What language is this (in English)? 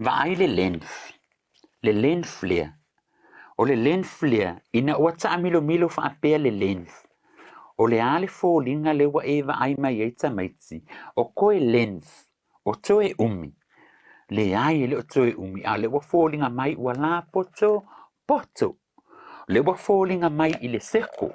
Samoan